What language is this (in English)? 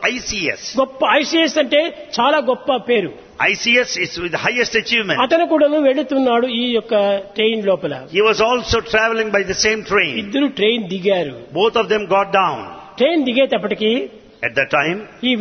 Telugu